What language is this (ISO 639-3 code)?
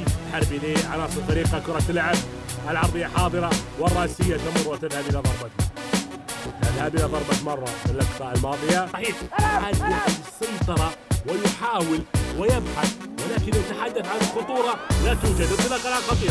ara